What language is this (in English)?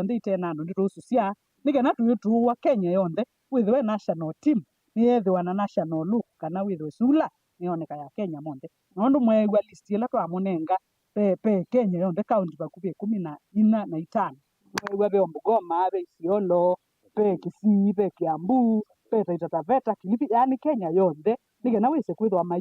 Kamba